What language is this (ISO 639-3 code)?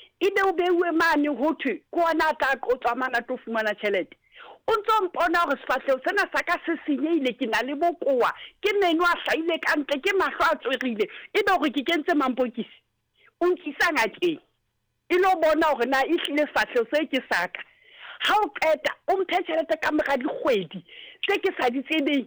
sot